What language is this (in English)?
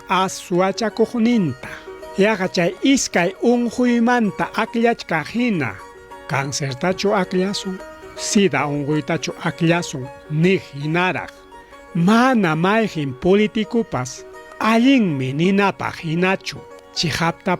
Ayacucho Quechua